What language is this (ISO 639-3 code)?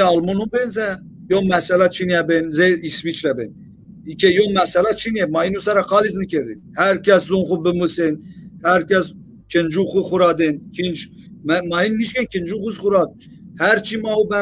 zza